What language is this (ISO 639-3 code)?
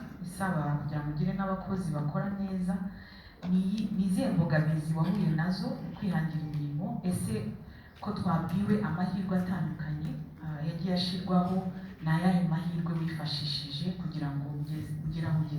kin